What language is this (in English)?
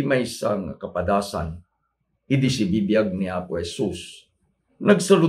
Iloko